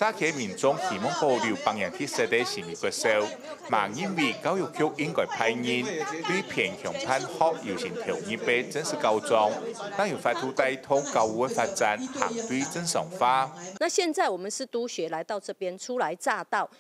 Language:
Hakka Chinese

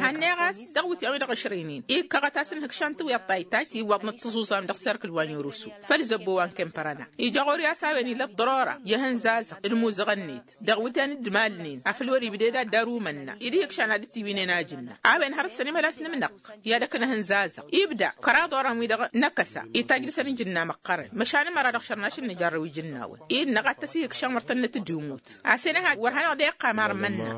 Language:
Tamasheq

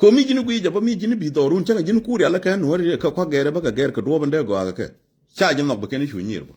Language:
Nuer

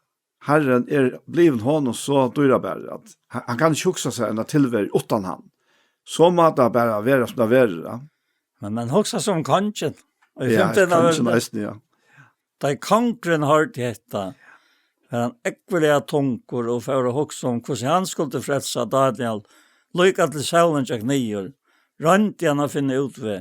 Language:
Faroese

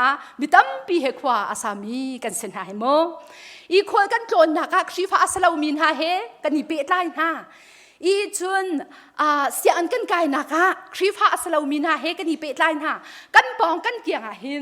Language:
Hakha Chin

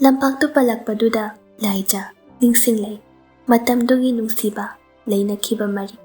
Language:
Manipuri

